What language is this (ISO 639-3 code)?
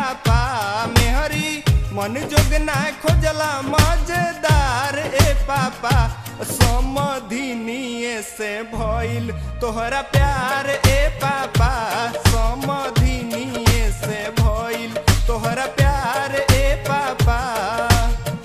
bho